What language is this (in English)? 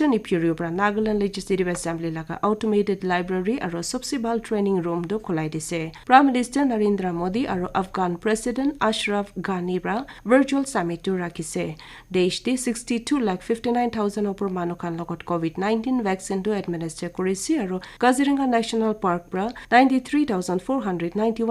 Naga Pidgin